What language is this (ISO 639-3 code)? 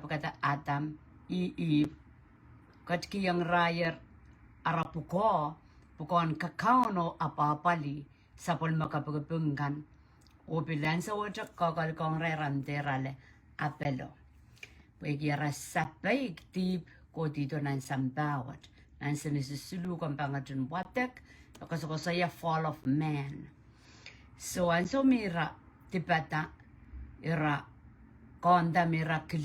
pon